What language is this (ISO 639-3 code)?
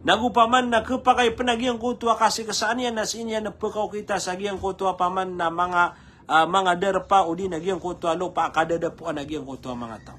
mrw